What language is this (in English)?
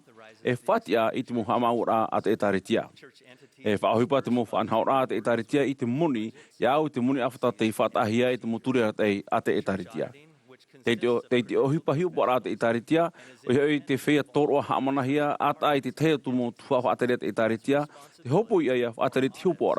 Tahitian